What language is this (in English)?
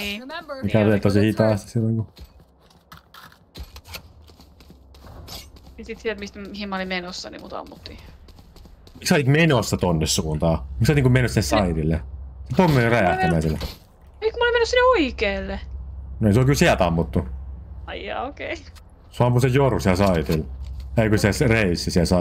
Finnish